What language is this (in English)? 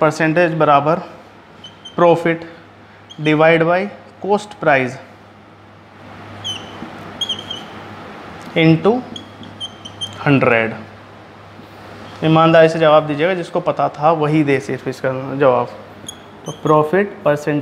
Hindi